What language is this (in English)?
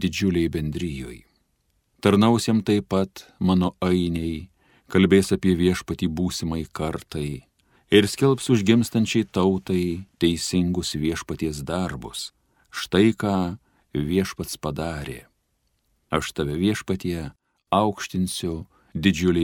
Lithuanian